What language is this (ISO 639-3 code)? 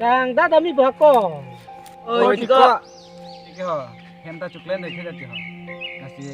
mjw